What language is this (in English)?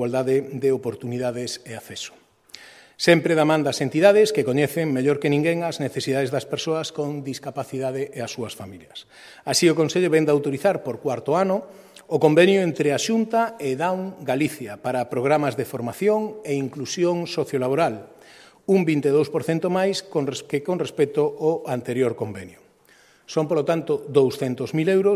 Galician